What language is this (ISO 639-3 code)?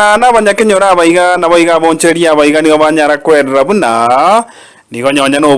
guz